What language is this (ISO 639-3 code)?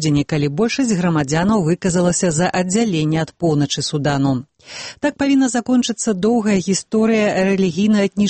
bel